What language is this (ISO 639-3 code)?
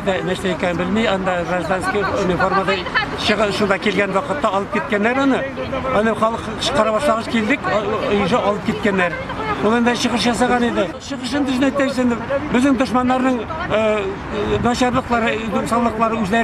tat